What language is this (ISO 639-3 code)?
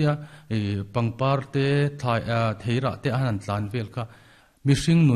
lus